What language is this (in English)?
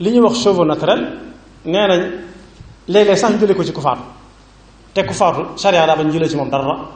Wolof